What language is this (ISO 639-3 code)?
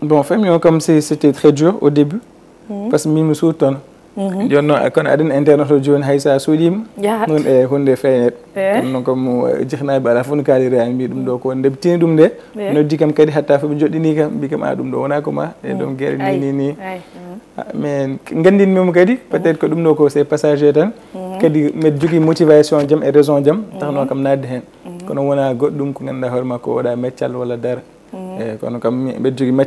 ful